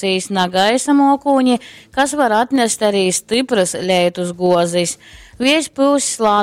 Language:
Latgalian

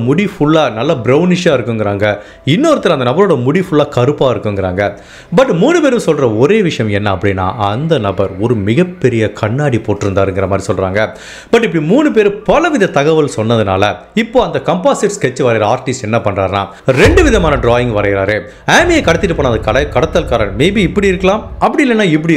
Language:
Tamil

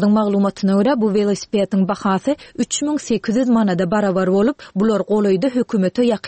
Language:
Turkmen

